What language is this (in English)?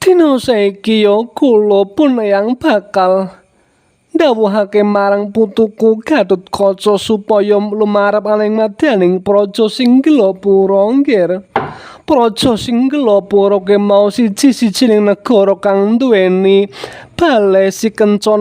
Javanese